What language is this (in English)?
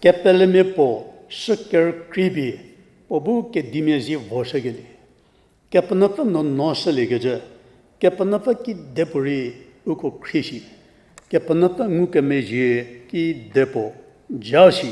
Angami Naga